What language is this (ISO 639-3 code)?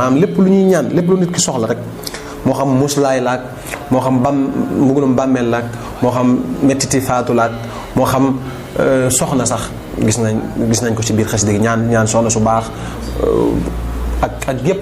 wol